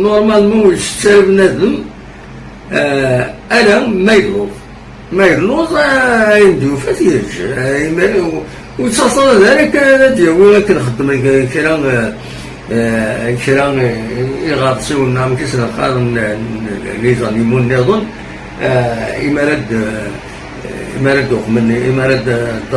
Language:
Kabyle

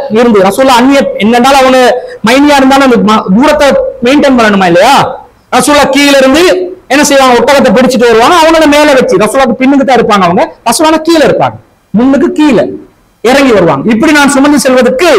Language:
Tamil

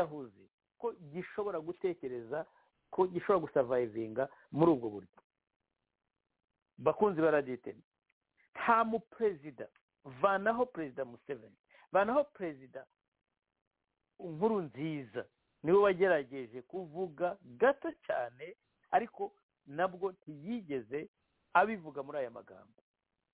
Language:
Kinyarwanda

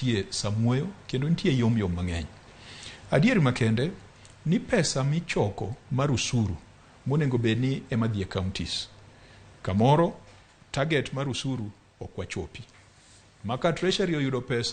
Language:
Luo (Kenya and Tanzania)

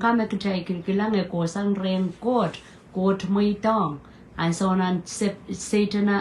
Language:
Pohnpeian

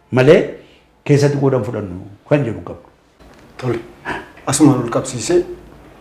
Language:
Oromo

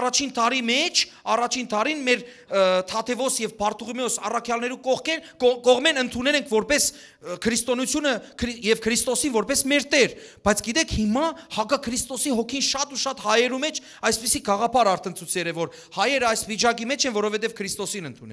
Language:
Western Armenian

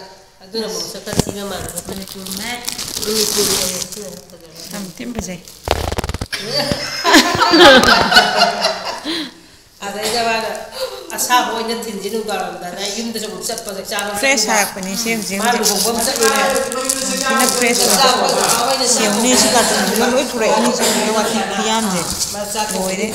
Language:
Manipuri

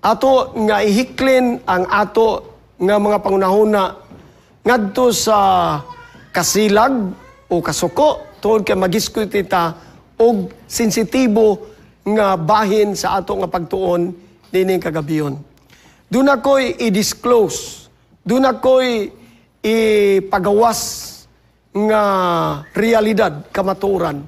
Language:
Cebuano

